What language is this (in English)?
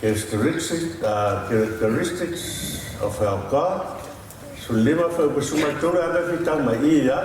Samoan